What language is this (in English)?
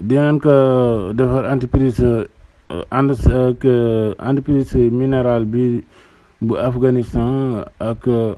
Wolof